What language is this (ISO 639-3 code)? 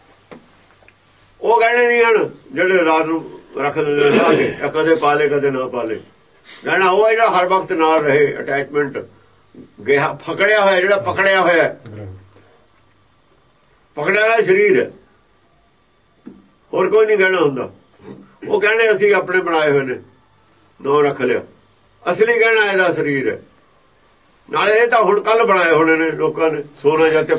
pan